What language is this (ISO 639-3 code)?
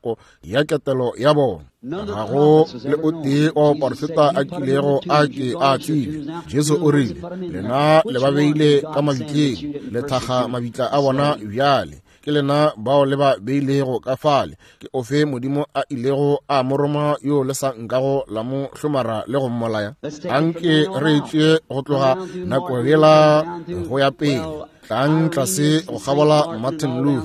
nso